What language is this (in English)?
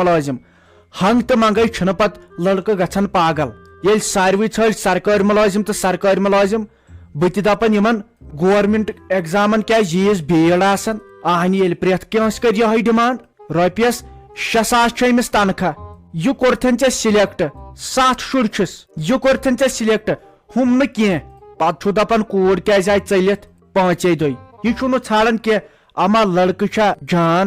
Kashmiri